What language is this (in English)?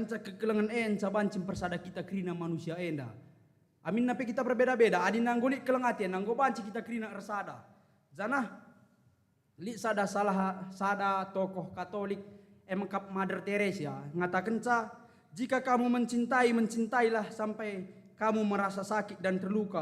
Batak Karo